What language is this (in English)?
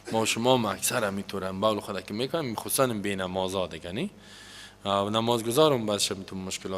Persian